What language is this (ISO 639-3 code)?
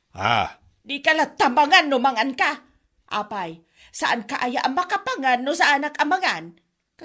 ilo